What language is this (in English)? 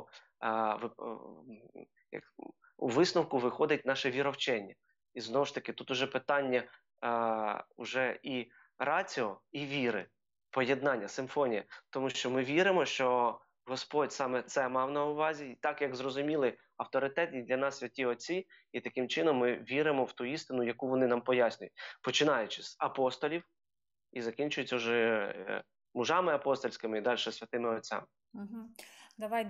Ukrainian